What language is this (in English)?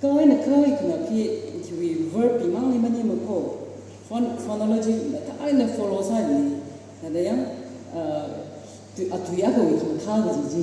Tangkhul Naga (India)